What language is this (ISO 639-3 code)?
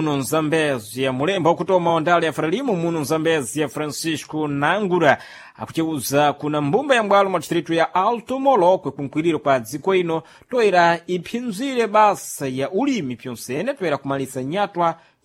seh